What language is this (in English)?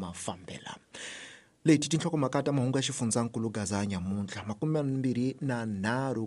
Tsonga